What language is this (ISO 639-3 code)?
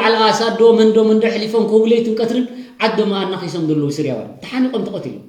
tir